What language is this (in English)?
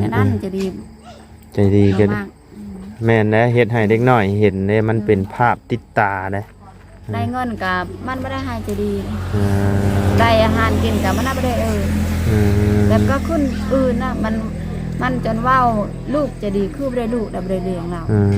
Lao